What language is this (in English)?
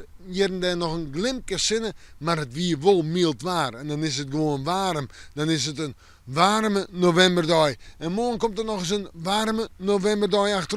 Western Frisian